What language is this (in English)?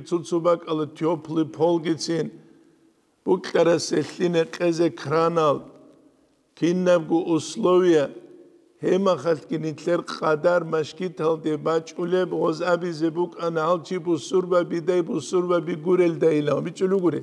Avaric